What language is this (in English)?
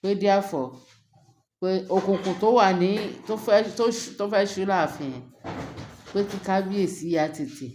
Yoruba